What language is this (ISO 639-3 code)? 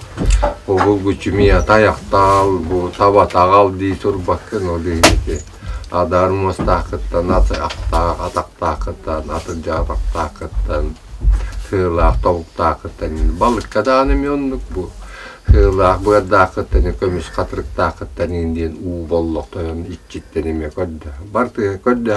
sah